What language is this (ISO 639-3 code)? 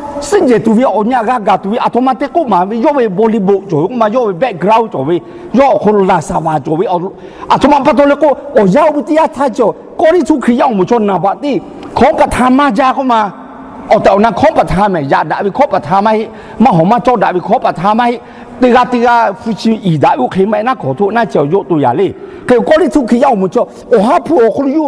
lhu